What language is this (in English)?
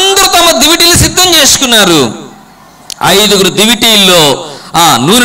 Telugu